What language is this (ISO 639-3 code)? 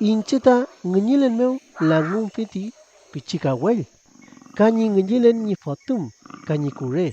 arn